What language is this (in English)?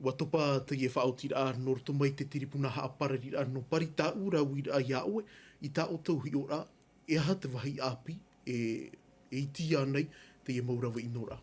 Tahitian